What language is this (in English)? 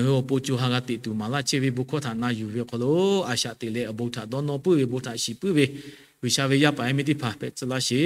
Lahu